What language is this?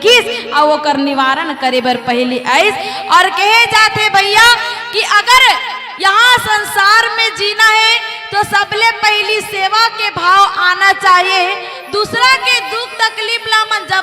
Chhattisgarhi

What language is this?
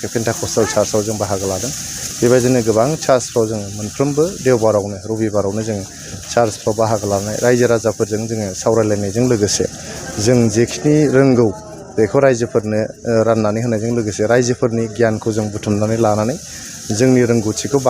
Bodo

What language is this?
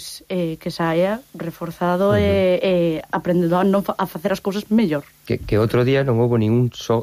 Galician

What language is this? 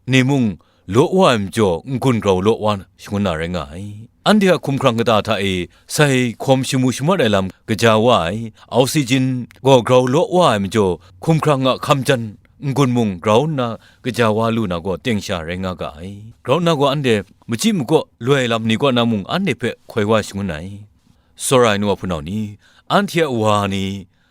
Kachin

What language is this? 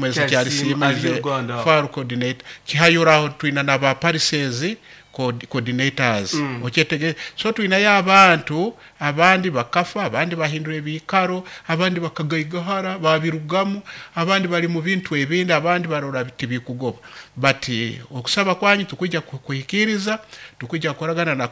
Nyoro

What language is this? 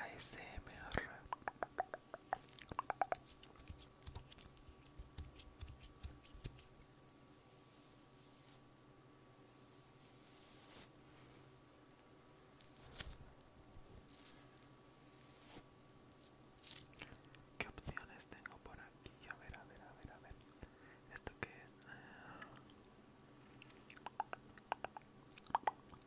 Spanish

